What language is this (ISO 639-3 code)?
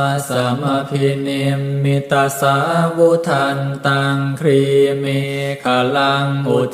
pli